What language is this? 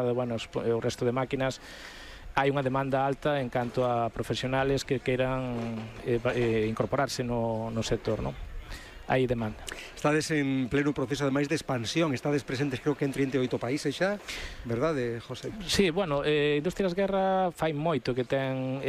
Galician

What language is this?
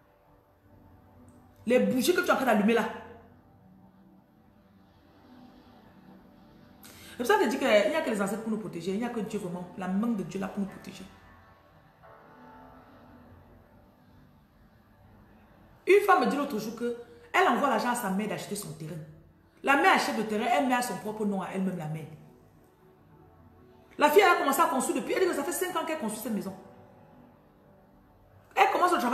French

